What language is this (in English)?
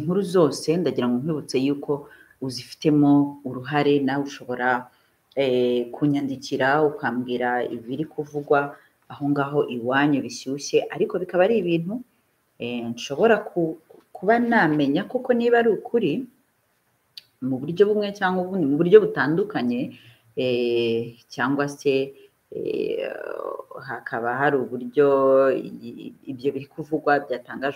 Kinyarwanda